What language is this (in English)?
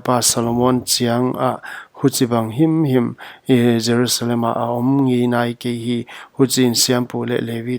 Paite Chin